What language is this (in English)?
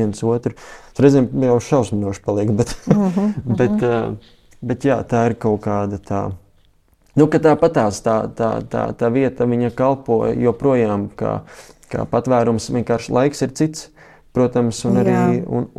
Latvian